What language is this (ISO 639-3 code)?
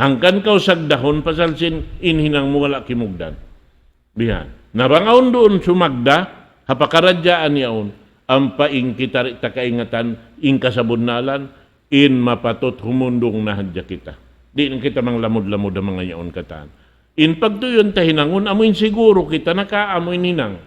tsg